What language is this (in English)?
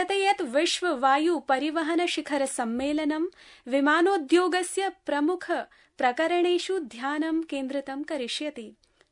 Sanskrit